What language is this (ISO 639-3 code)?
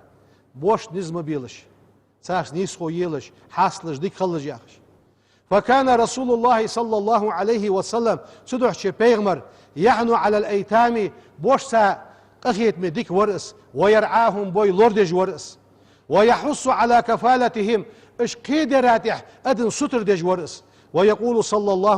inh